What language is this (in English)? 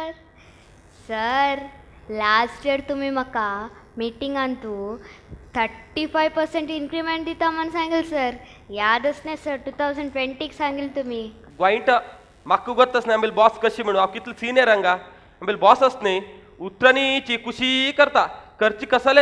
Konkani